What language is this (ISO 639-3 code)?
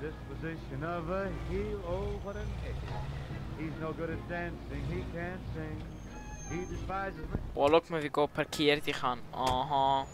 gsw